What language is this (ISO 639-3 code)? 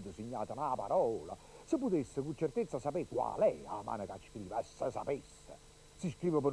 nap